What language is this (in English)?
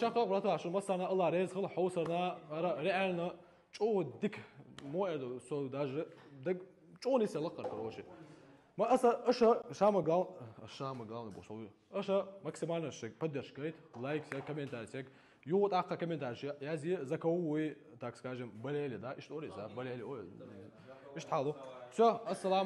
Chechen